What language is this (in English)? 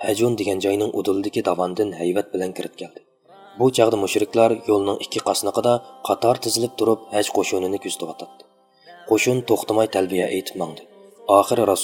Uyghur